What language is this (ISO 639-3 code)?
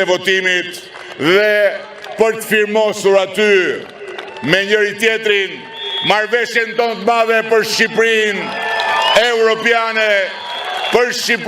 sqi